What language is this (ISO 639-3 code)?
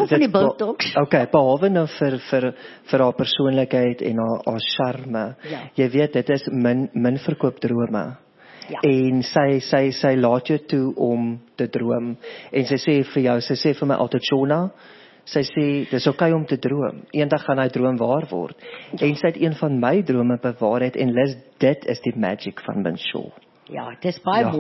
afr